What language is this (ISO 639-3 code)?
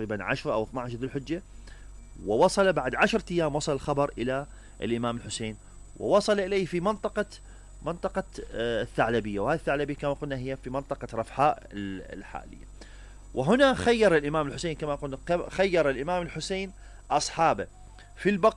acm